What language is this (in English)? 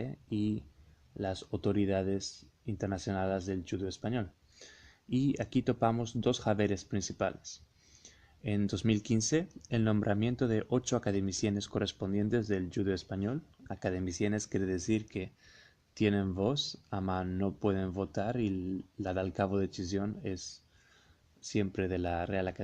Ladino